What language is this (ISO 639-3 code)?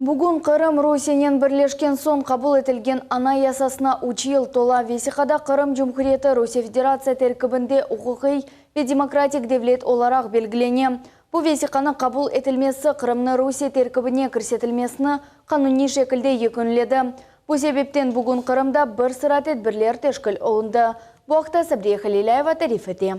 crh